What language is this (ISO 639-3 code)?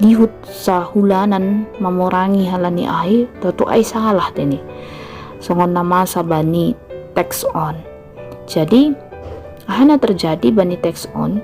bts